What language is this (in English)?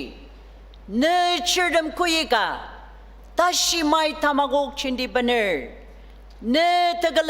Ao Naga